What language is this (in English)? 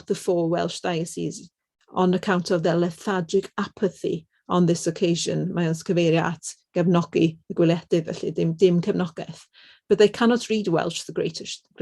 Welsh